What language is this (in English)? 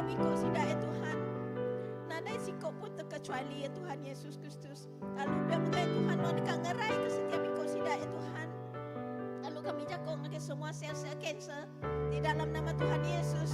Iban